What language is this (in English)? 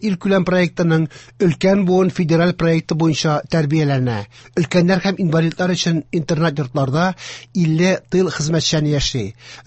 Tatar